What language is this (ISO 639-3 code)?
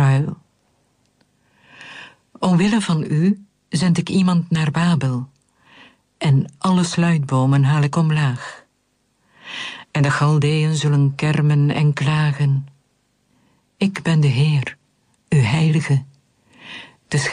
nld